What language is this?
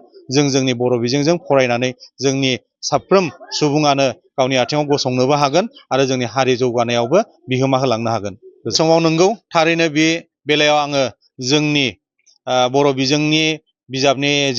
Bodo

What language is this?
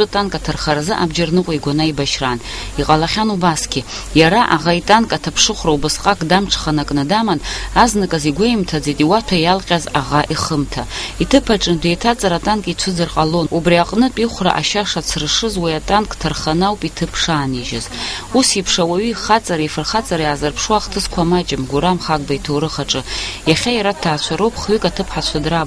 Abkhazian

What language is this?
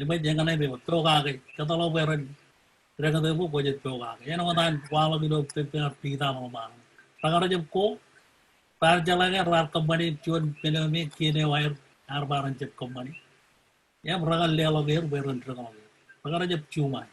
Marshallese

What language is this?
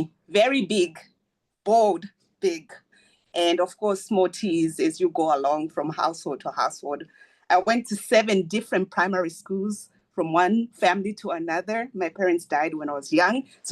English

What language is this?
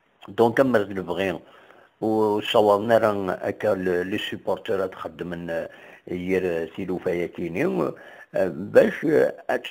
Kabyle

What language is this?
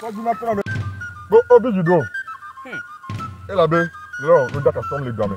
Ewe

